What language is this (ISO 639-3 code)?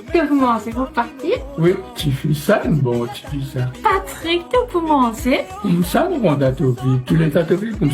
mfe